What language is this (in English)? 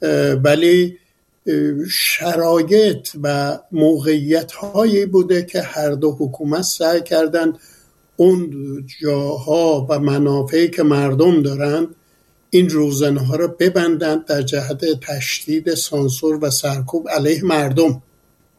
Persian